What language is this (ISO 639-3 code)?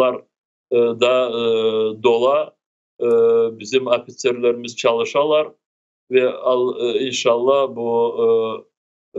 crh